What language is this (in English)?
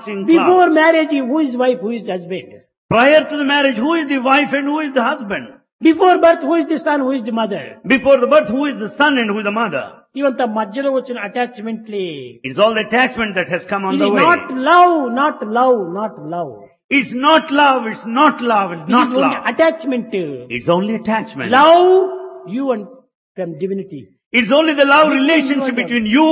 Telugu